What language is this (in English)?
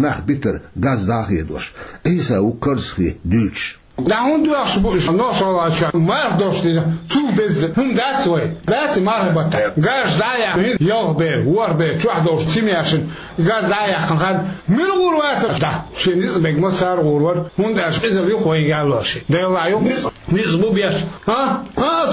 Chechen